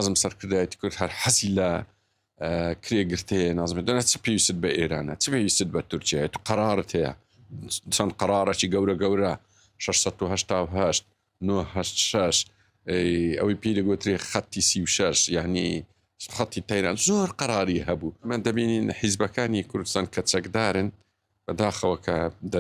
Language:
Central Kurdish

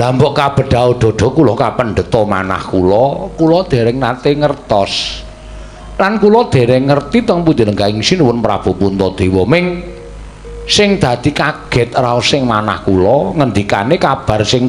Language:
Javanese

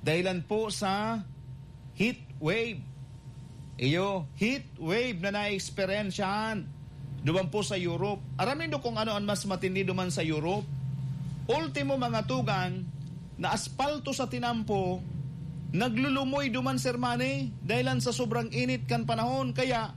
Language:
Bikol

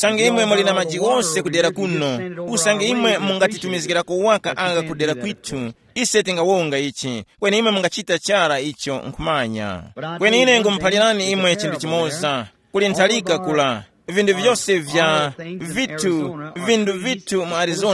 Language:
Tumbuka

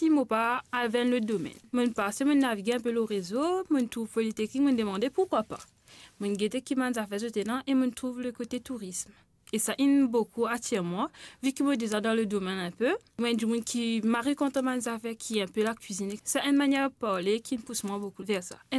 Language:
Morisyen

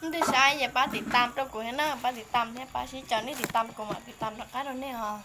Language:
Hmong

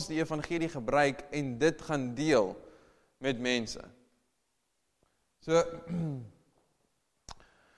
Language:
Afrikaans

